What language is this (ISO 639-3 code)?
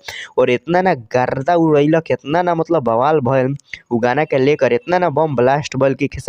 bho